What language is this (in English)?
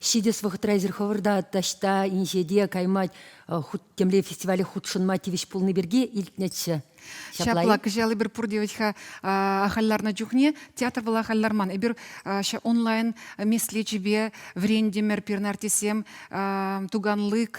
Chuvash